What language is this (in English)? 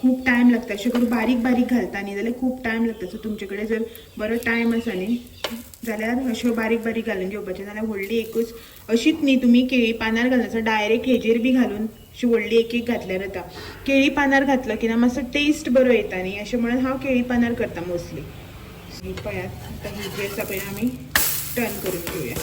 Konkani